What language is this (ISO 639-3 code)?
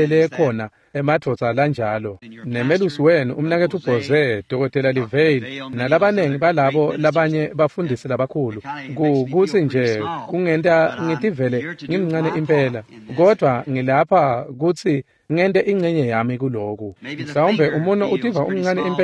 ssw